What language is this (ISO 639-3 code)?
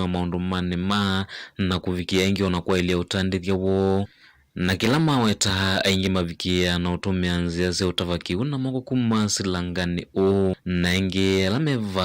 kam